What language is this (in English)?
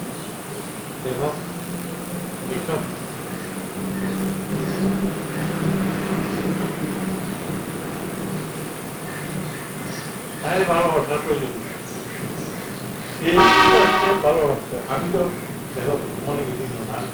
Bangla